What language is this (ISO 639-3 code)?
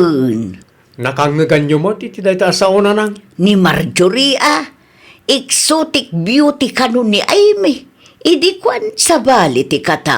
ilo